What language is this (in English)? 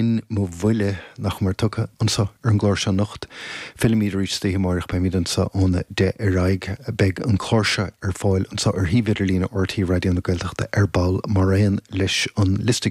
Irish